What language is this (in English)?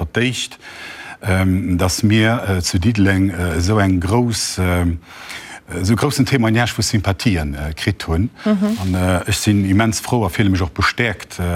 Luxembourgish